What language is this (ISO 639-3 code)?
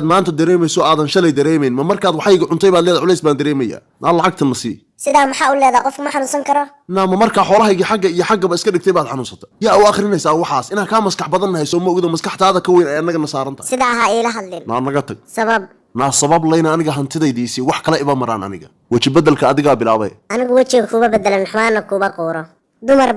som